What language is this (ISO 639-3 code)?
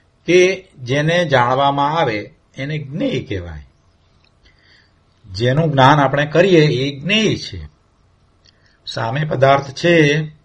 guj